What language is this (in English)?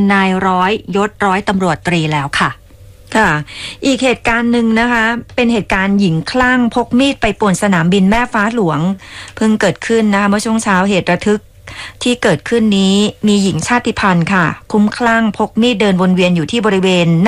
Thai